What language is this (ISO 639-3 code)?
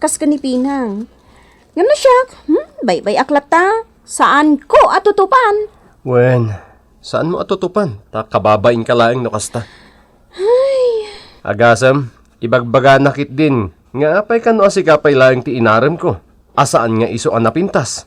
ilo